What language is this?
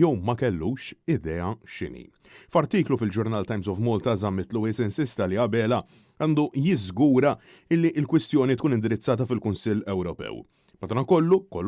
Maltese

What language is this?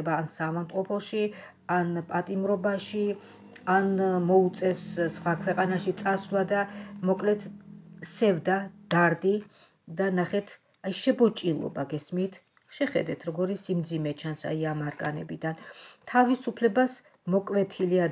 Georgian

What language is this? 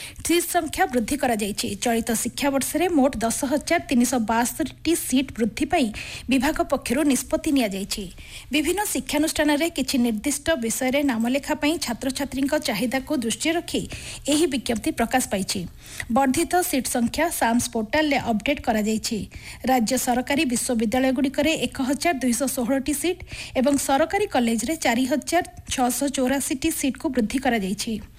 Odia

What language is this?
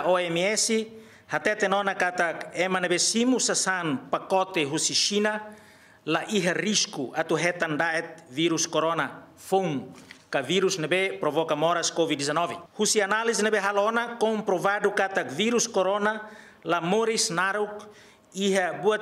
Tetum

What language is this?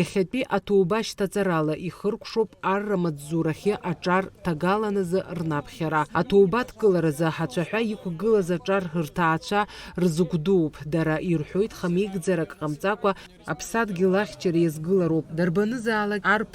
Abkhazian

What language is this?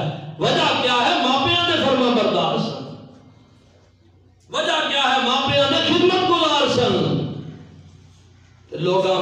Western Panjabi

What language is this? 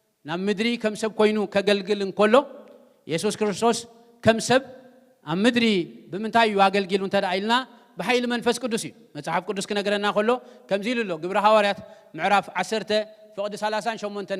Tigrinya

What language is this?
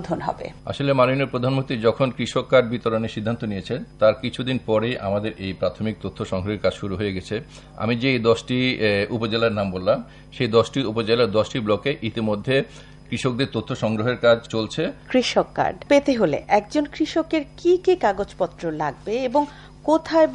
Bangla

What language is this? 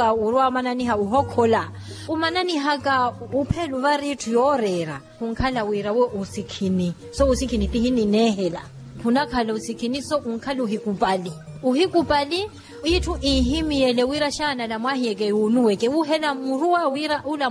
Makhuwa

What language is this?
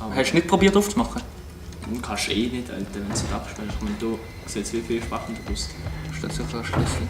Swiss German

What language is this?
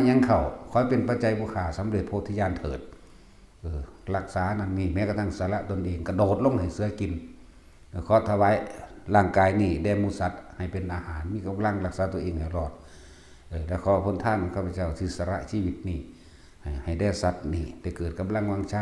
Northeastern Thai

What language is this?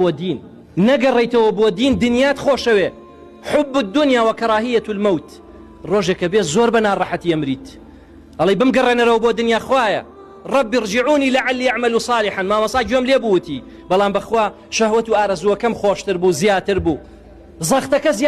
Central Kurdish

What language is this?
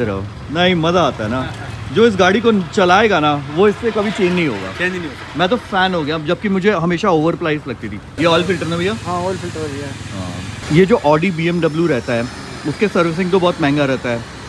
Hindi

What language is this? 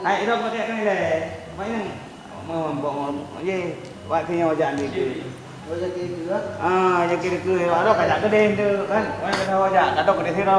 Achinese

